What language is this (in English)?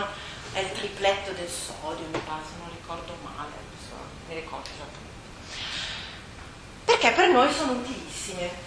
Italian